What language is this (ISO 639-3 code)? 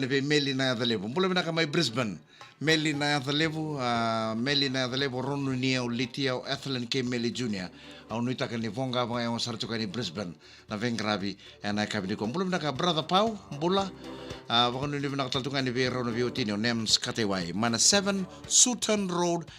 fij